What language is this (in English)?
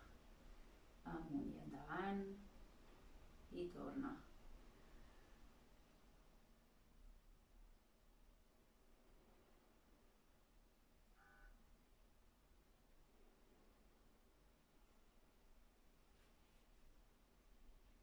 Catalan